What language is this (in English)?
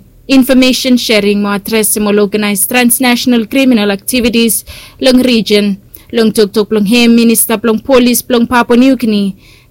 Bislama